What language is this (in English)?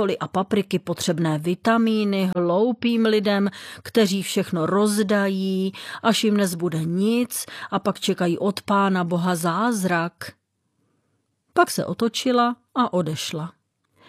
Czech